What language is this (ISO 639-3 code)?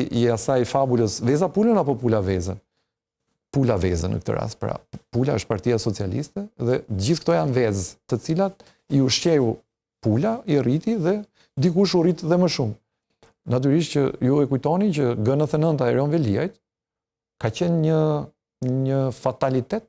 sqi